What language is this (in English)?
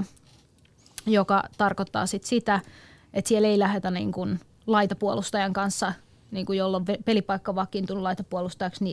Finnish